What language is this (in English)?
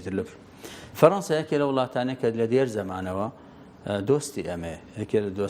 Central Kurdish